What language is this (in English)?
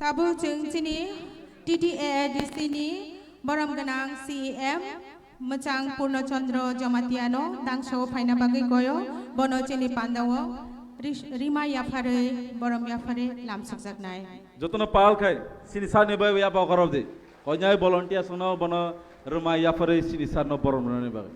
Kok Borok